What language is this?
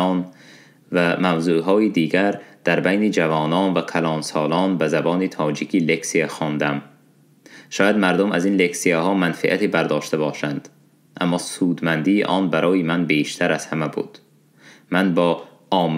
Tajik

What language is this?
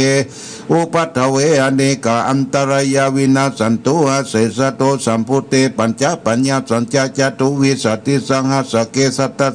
Pali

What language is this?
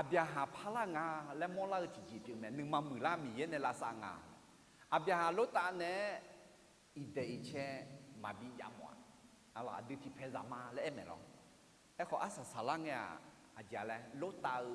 Akha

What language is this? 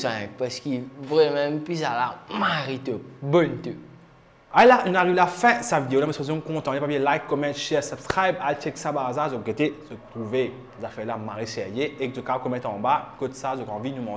Morisyen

